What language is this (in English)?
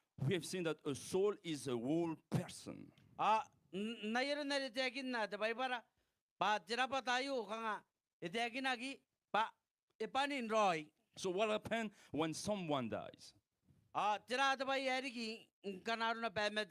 Gilbertese